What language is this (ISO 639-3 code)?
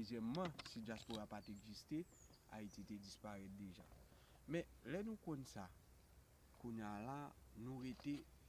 hat